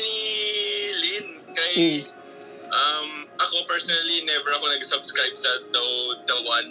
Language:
Filipino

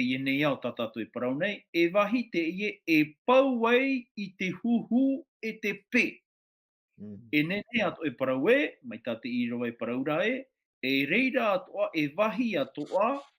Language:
Tahitian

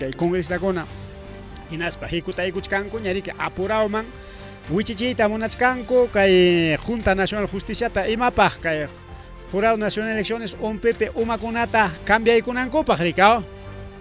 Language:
Ayacucho Quechua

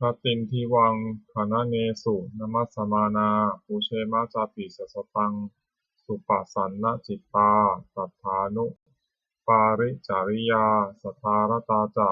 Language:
Pali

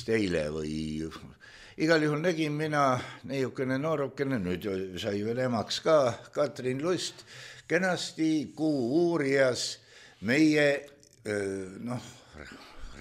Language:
Estonian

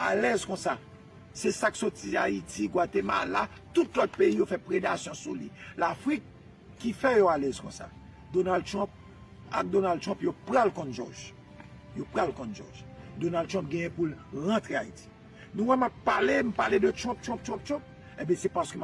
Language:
Haitian Creole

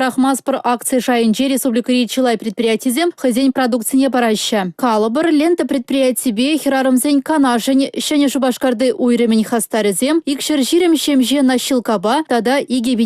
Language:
Chuvash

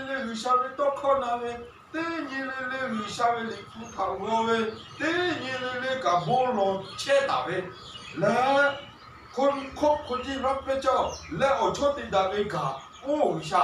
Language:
Lahu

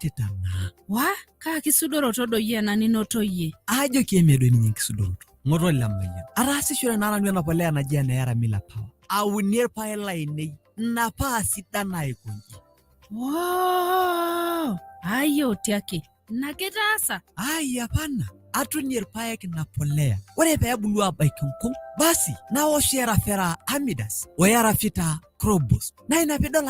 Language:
Masai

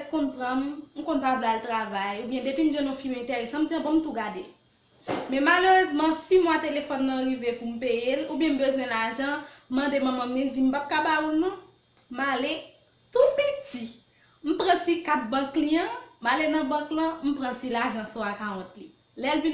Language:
Haitian Creole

